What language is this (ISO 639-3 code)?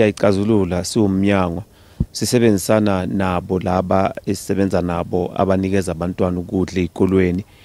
zul